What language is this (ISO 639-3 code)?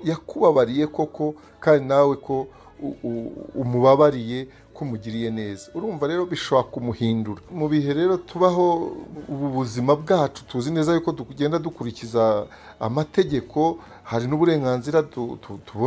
kin